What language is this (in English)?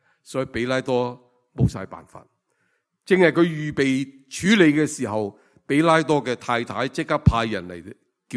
Cantonese